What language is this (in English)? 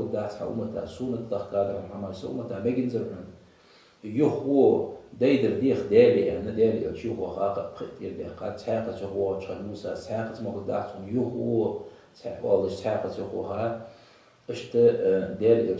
Ingush